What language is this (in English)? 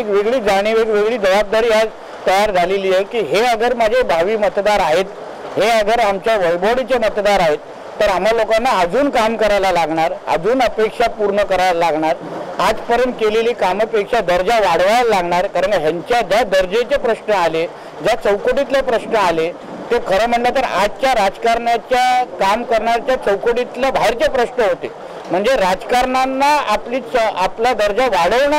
Marathi